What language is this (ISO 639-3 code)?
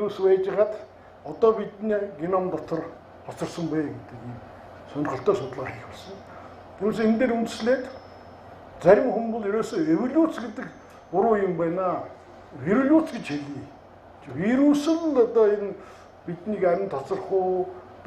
mon